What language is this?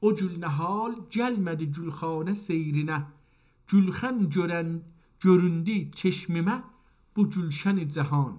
South Azerbaijani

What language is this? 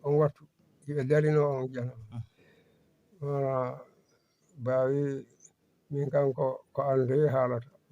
Fula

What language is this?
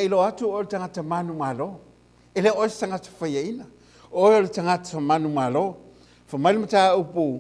Samoan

